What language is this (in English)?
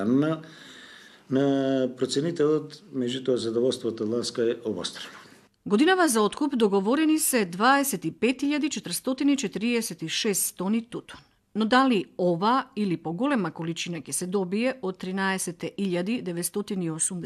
Macedonian